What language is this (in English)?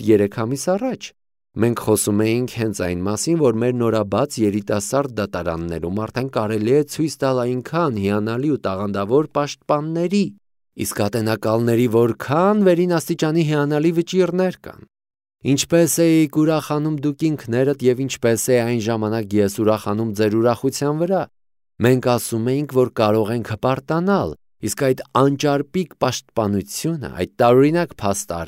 Armenian